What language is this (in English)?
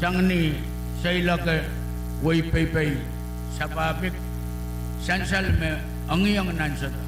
Pohnpeian